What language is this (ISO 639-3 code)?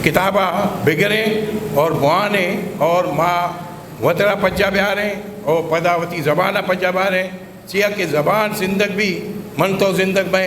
bgp